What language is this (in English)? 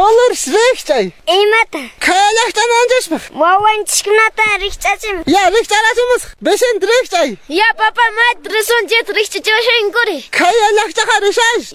Quechua